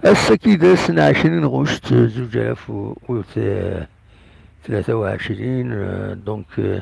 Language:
Kabyle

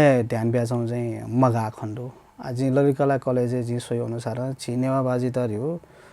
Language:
Newari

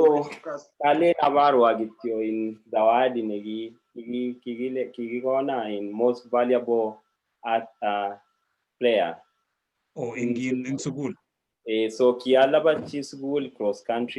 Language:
Kalenjin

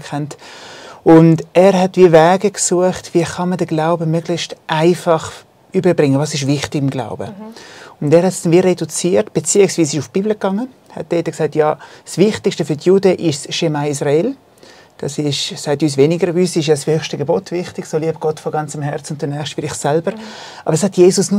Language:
Swiss German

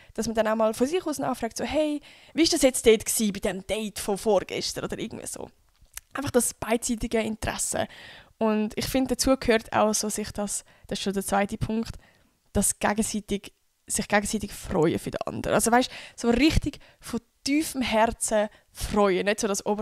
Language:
Swiss German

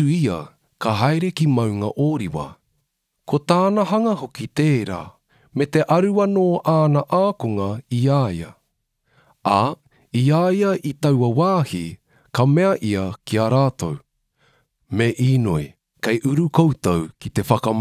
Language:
Māori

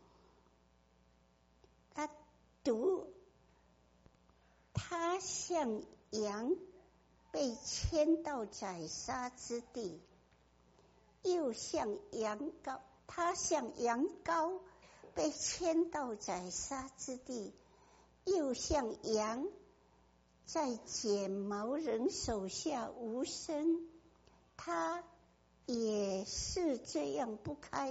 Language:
Chinese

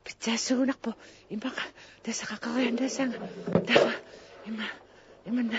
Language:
Kalaallisut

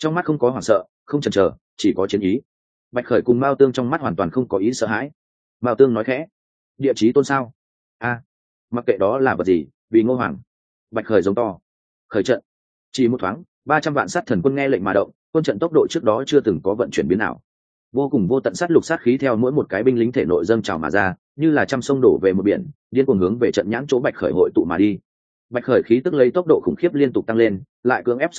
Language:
Vietnamese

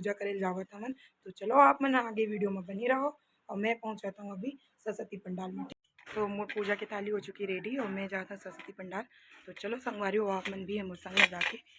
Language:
Chhattisgarhi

